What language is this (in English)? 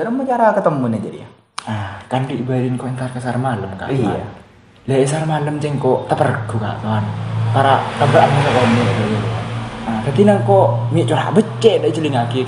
Madurese